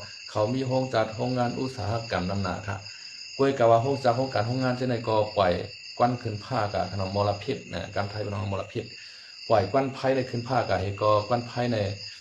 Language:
Shan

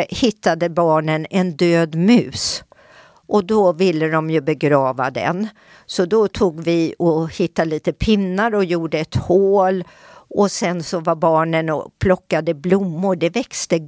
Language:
Swedish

